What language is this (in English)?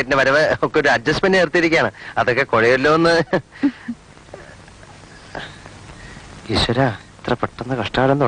Malayalam